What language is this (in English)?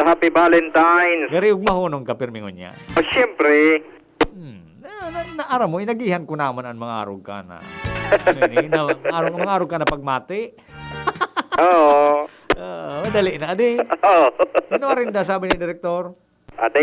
Bikol